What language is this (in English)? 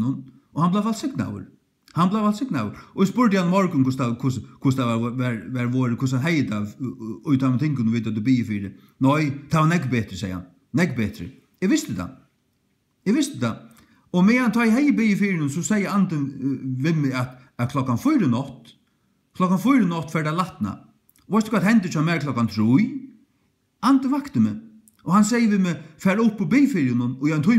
Faroese